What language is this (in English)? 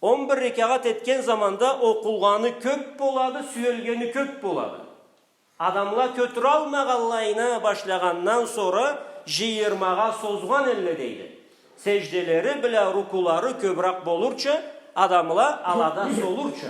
Karachay-Balkar